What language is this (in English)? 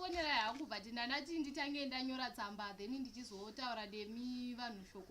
Shona